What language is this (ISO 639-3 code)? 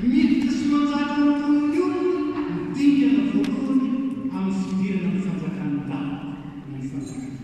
mlg